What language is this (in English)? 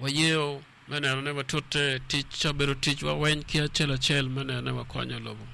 Acoli